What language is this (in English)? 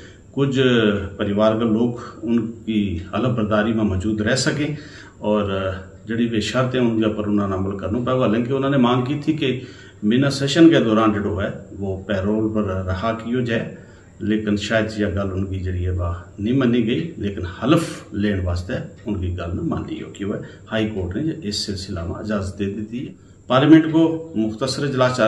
Gujari